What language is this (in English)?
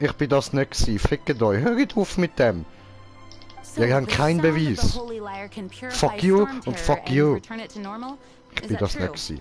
Swiss German